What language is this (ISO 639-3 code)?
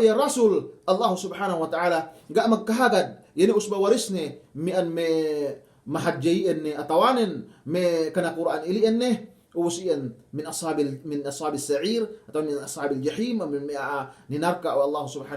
yka